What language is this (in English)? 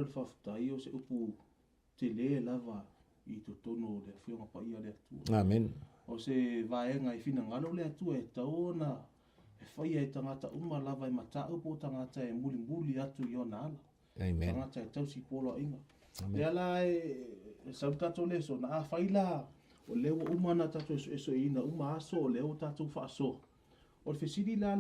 Samoan